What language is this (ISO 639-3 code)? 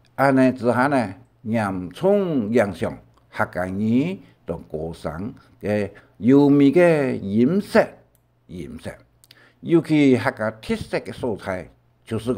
hak